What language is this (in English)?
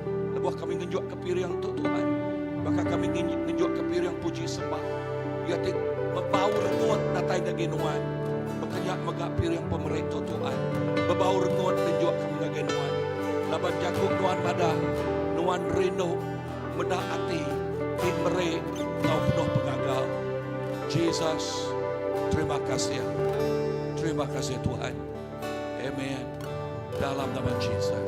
Iban